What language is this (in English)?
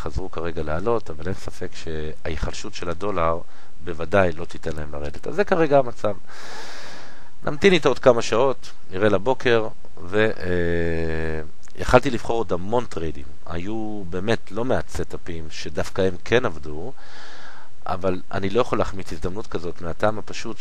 Hebrew